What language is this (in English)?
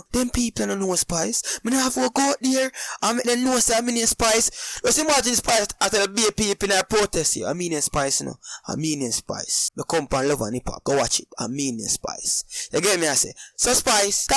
Jamaican Creole English